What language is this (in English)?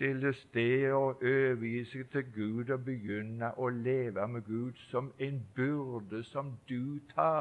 Norwegian